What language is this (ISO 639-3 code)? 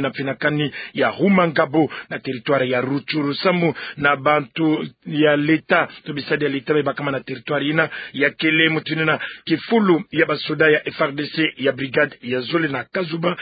ktu